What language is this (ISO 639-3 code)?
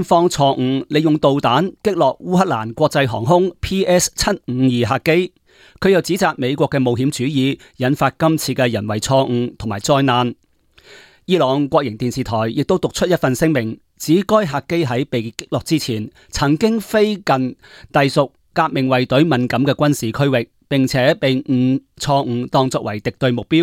yue